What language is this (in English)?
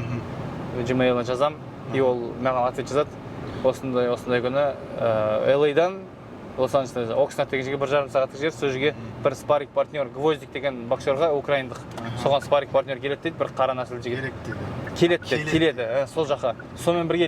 Kazakh